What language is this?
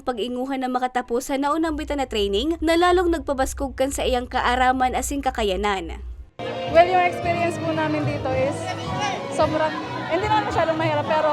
Bikol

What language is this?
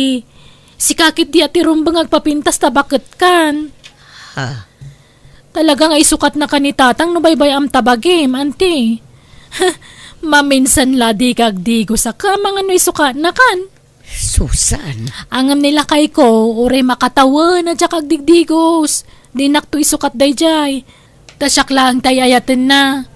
Iloko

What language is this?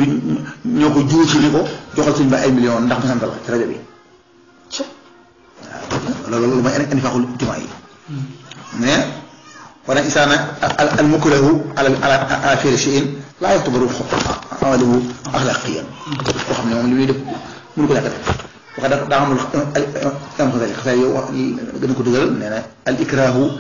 Wolof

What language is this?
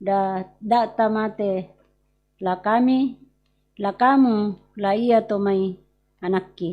Toraja-Sa'dan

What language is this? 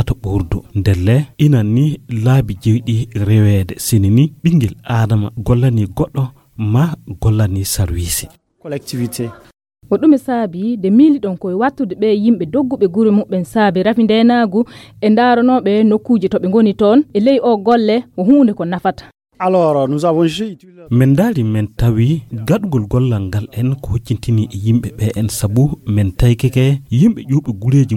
Fula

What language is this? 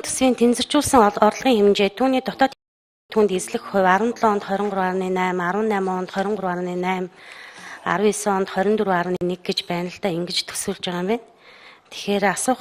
Mongolian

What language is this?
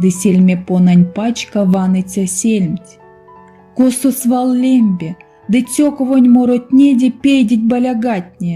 Erzya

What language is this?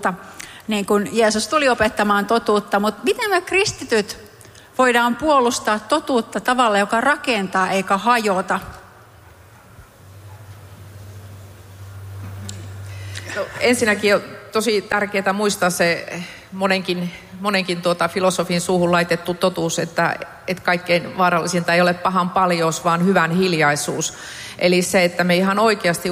Finnish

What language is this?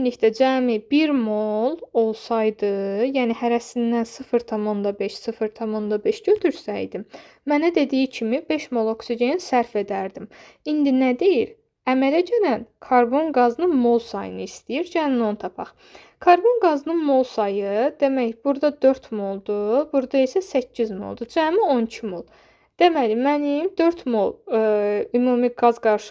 Azerbaijani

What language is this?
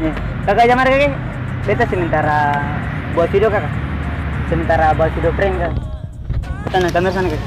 Ambonese Malay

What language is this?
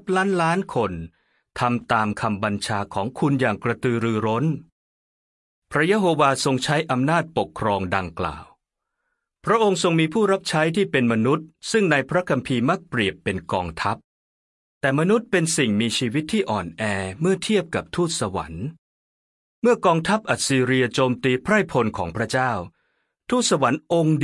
Thai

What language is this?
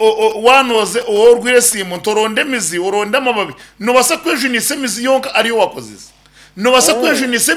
Nyankole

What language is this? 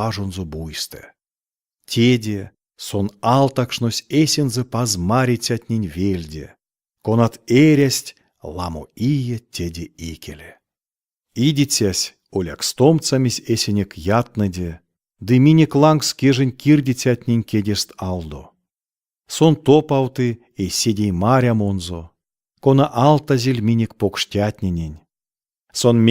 Erzya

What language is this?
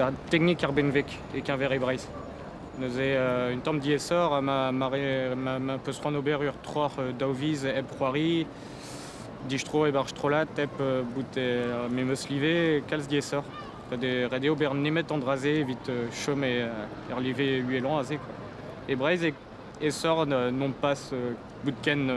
Breton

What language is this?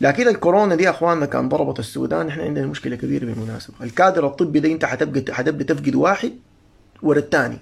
Sudanese Arabic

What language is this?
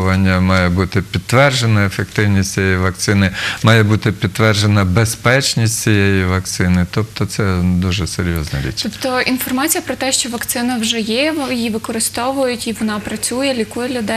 Ukrainian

